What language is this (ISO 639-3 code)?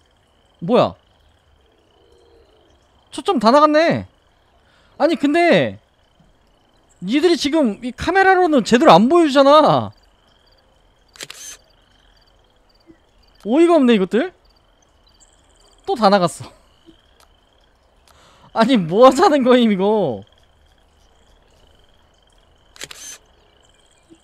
kor